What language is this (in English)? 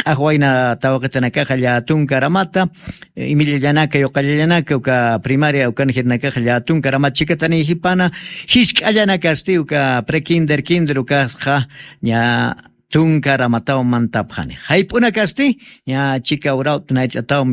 Aymara